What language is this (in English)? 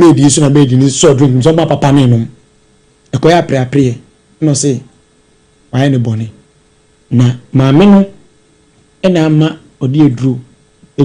Akan